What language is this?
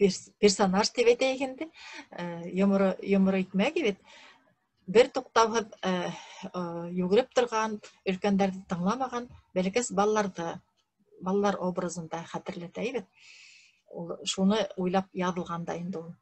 Bashkir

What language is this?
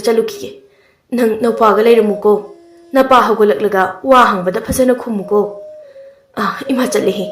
Manipuri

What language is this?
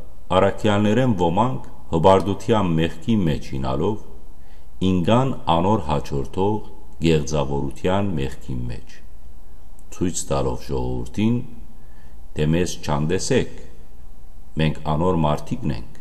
Western Armenian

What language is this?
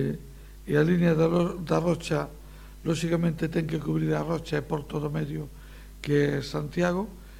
Galician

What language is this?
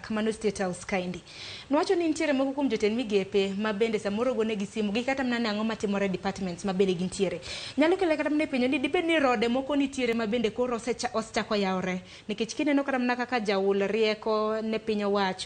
Luo (Kenya and Tanzania)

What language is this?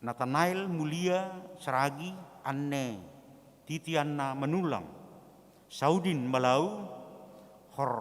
Batak Simalungun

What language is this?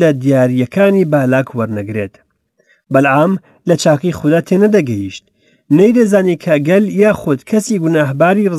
Central Kurdish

